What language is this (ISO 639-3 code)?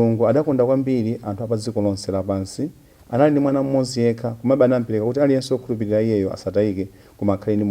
nya